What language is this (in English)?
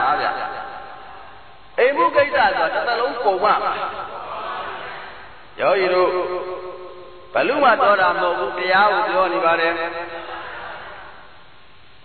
Burmese